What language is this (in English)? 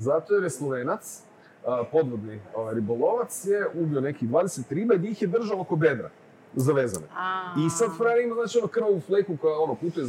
Croatian